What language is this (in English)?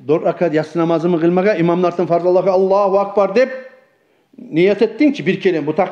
Kumyk